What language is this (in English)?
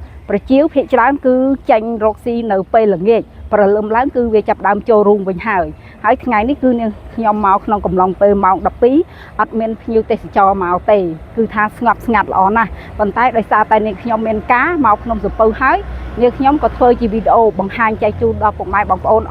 Khmer